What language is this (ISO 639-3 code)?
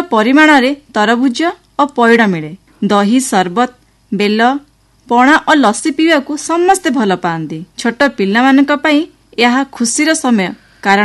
ori